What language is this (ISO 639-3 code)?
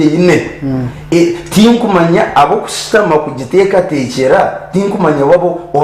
nyn